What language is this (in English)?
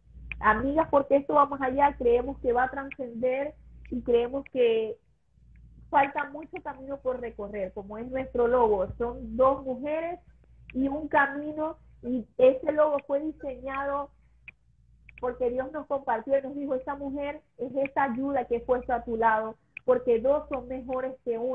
Spanish